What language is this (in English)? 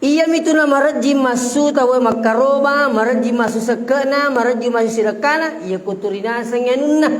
Buginese